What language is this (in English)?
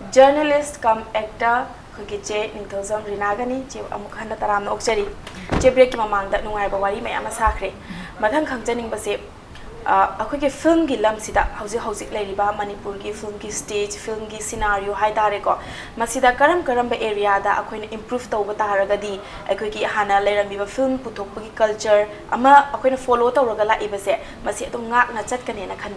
Manipuri